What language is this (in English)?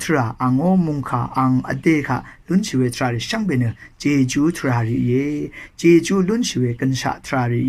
Rawang